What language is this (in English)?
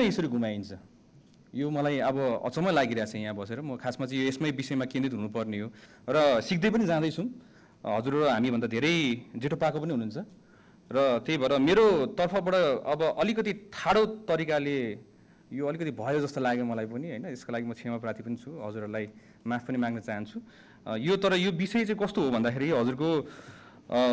Nepali